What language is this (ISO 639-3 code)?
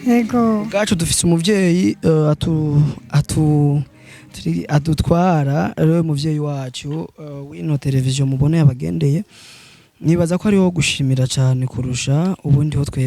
run